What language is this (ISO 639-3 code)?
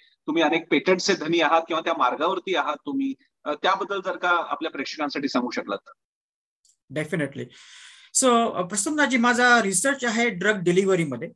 mar